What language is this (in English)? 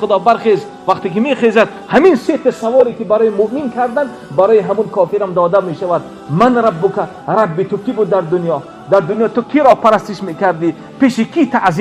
Tajik